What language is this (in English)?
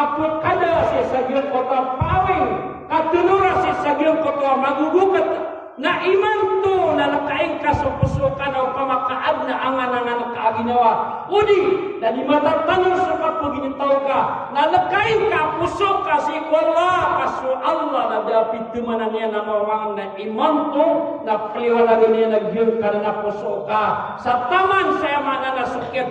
Maranao